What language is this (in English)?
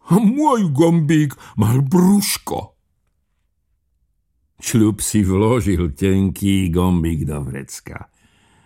Slovak